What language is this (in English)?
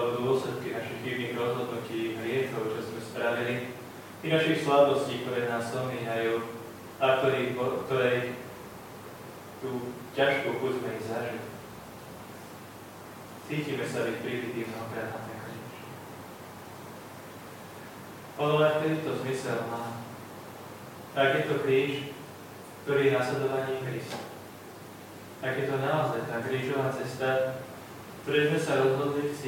Slovak